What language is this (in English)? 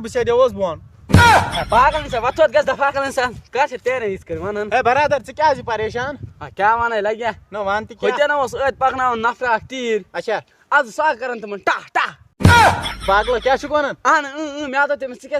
Kashmiri